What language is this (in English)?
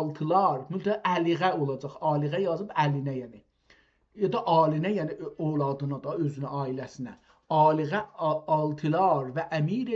South Azerbaijani